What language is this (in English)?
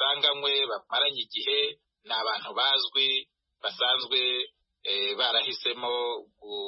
Kinyarwanda